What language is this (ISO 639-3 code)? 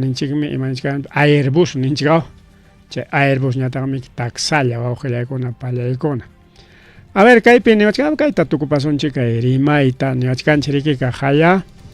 quy